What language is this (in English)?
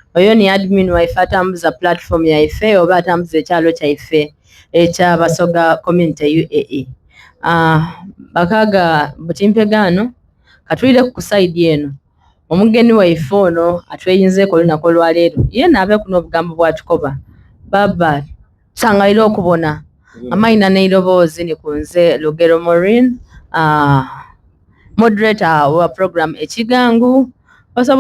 Soga